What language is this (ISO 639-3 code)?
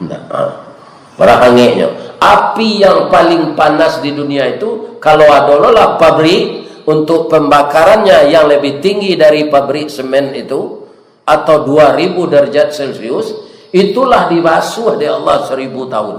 min